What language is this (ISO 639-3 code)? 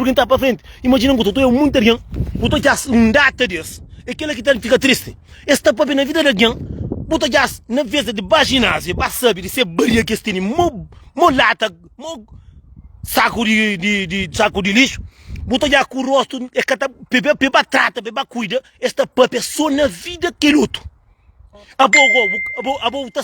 kea